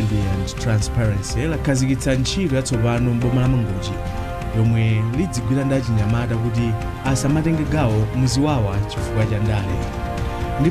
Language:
Nyanja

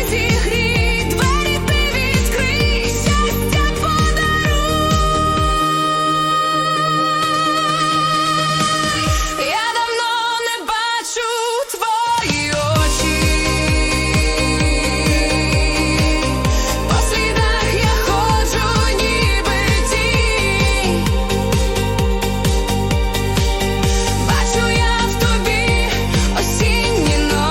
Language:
Ukrainian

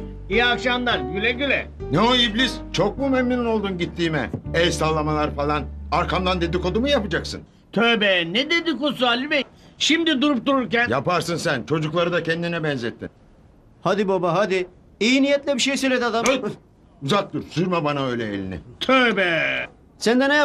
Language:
Turkish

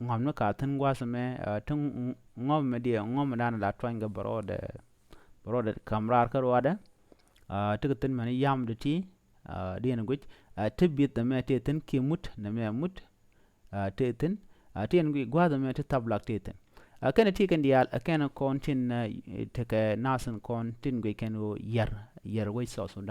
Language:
Nuer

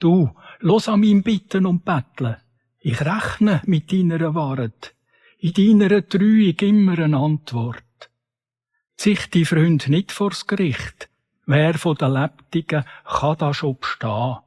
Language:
Swiss German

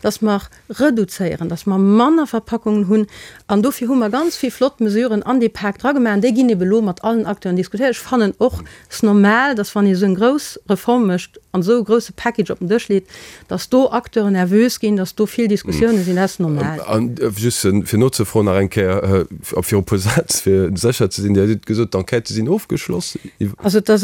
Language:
Luxembourgish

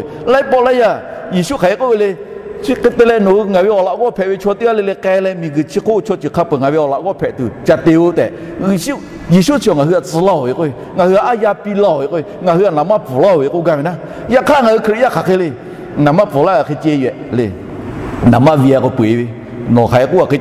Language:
Lahu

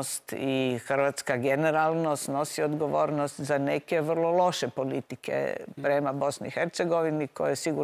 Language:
Croatian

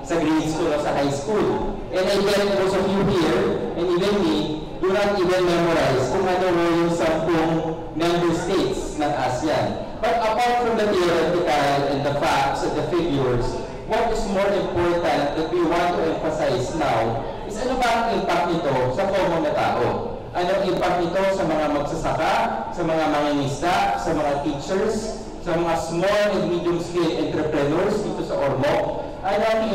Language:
Filipino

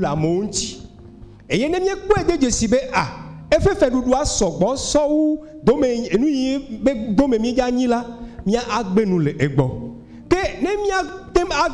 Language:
Ewe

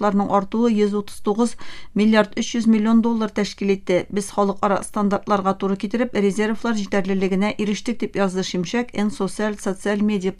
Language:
Tatar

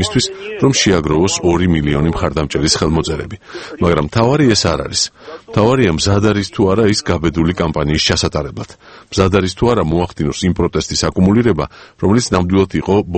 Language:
Georgian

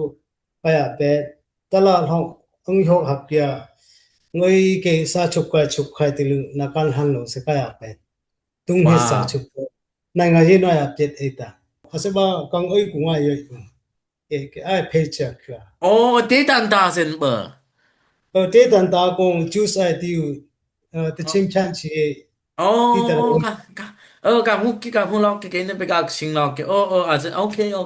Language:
Dimasa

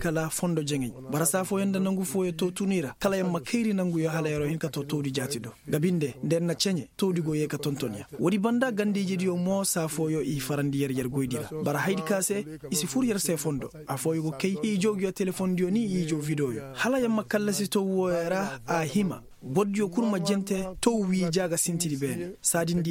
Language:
Koyraboro Senni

